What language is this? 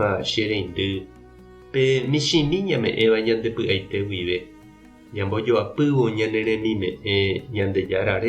Guarani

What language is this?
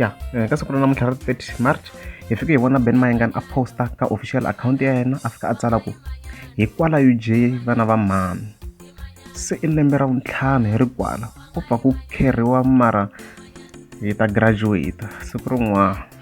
Tsonga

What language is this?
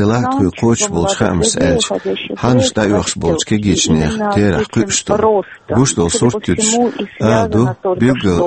Chechen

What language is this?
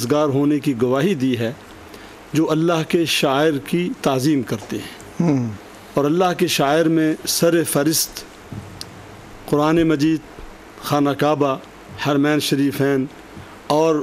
Urdu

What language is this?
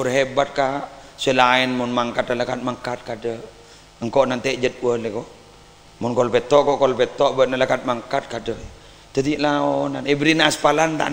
Madurese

